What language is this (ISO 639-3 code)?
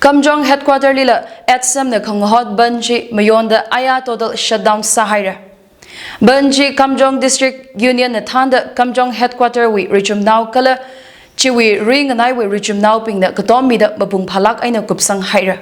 nmf